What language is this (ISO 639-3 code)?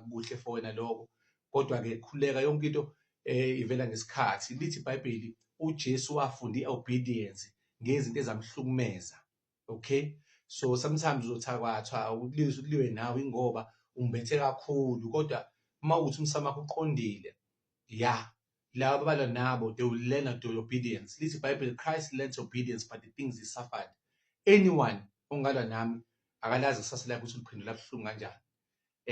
zul